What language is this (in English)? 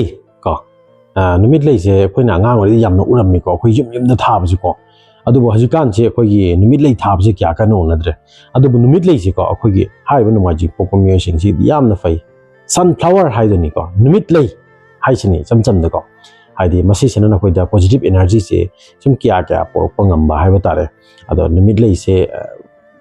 Manipuri